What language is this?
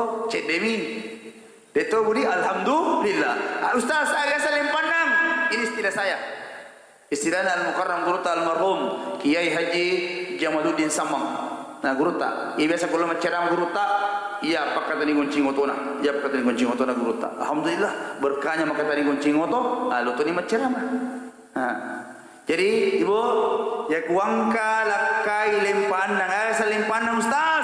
Buginese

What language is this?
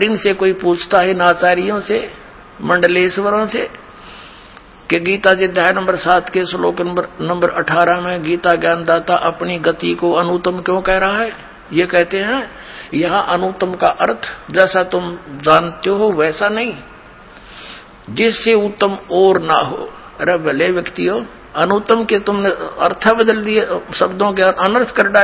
Hindi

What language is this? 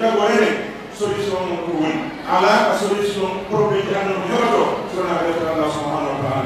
Pular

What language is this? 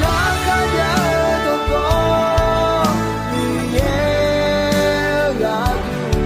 Akha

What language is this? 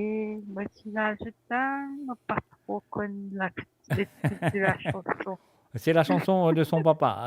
Morisyen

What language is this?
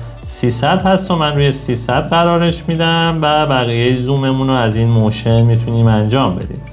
Persian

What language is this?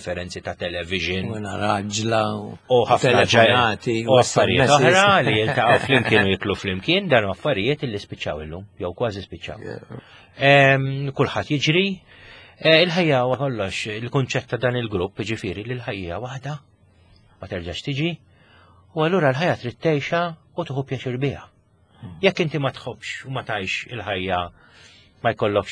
Maltese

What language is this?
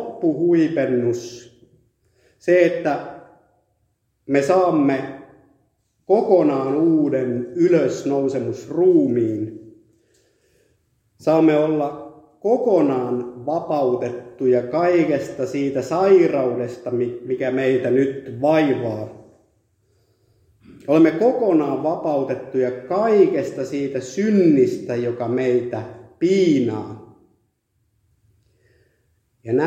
Finnish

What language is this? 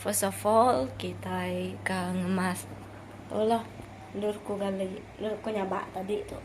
Iban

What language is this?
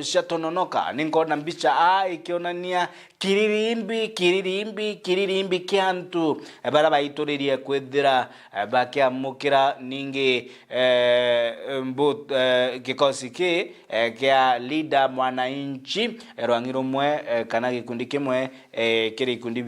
Meru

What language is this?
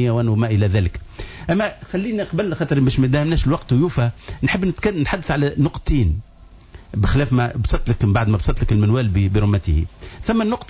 Tunisian Arabic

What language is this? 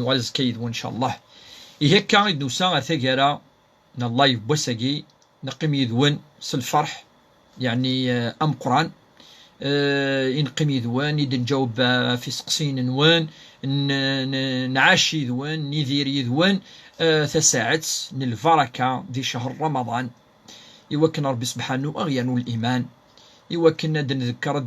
Kabyle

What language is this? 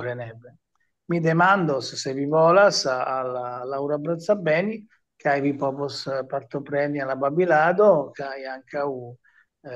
Esperanto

